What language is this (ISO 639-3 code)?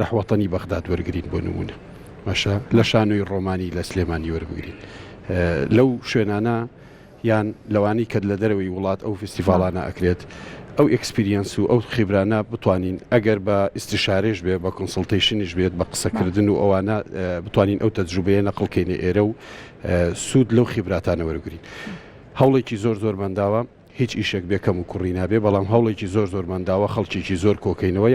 ckb